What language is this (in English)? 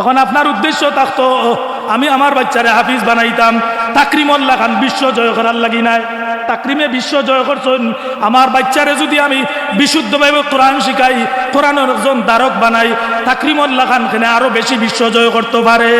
Sylheti